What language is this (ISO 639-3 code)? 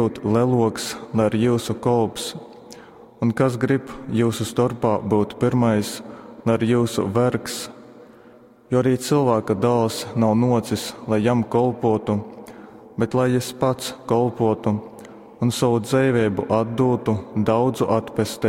ltg